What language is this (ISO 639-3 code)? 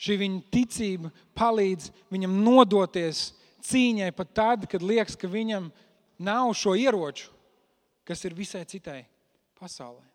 lav